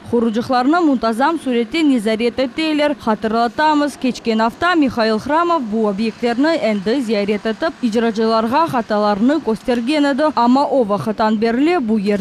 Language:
Crimean Tatar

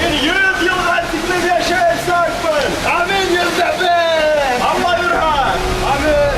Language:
Bashkir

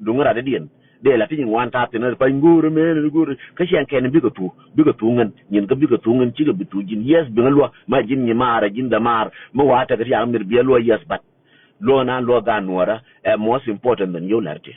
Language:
Nuer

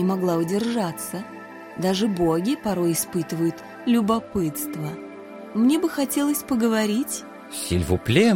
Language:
Russian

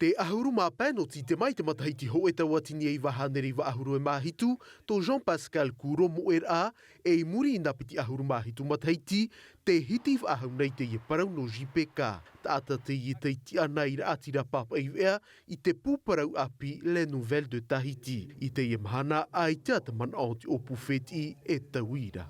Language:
Tahitian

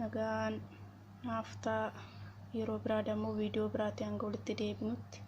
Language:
Oromo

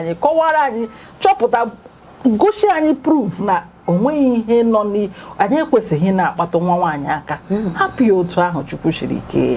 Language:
Igbo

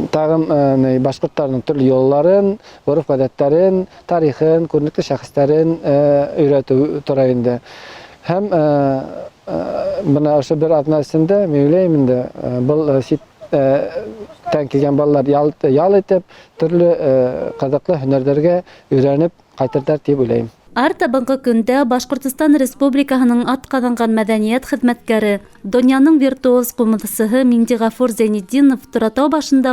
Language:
Bashkir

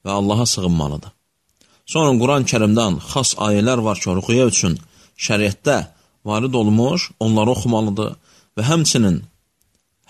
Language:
Azerbaijani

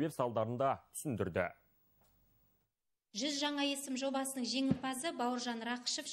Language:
Kazakh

